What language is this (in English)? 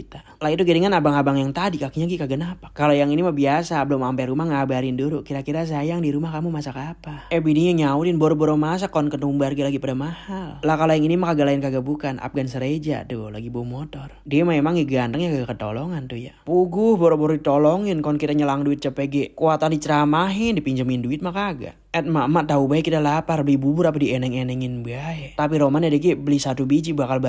Betawi